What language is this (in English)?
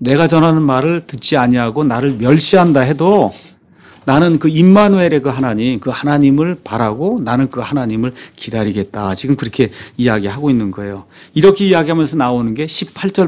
Korean